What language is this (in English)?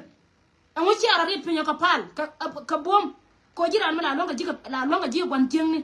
Nuer